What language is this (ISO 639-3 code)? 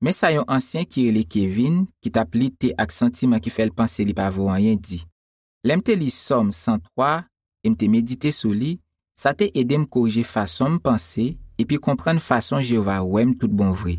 hat